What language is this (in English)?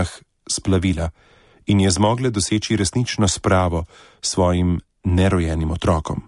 Slovenian